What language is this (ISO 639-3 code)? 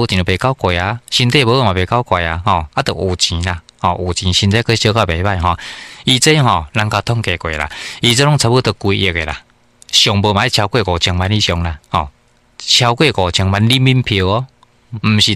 nan